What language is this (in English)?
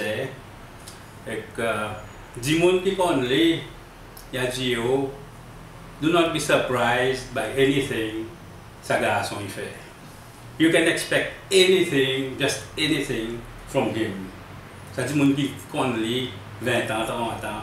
Seselwa Creole French